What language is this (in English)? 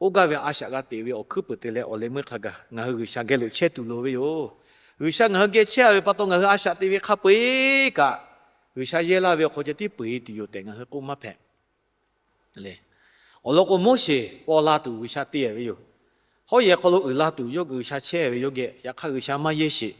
Lahu